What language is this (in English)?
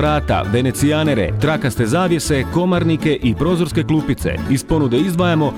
Croatian